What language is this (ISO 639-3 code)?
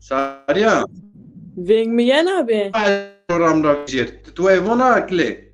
zza